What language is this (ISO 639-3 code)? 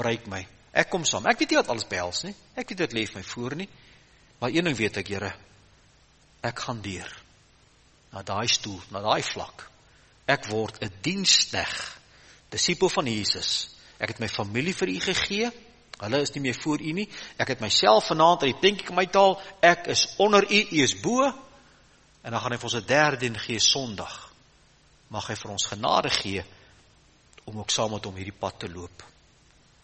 afr